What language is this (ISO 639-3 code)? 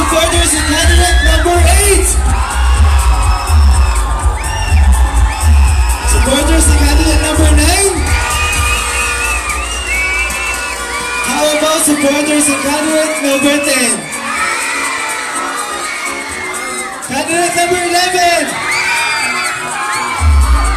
fil